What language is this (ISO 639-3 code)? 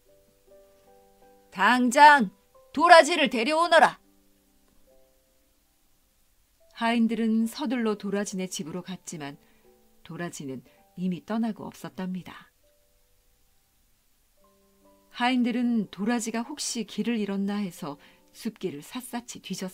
kor